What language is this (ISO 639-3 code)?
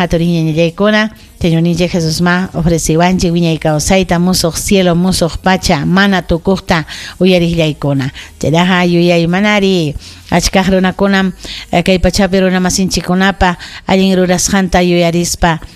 quy